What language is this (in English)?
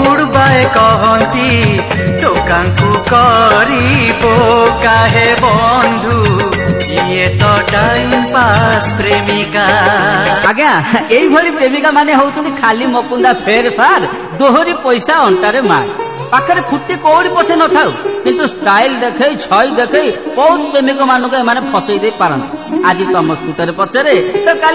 Odia